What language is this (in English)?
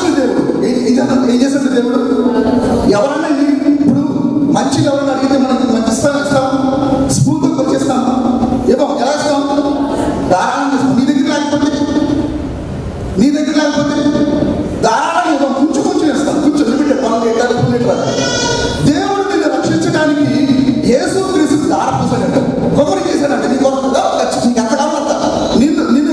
Telugu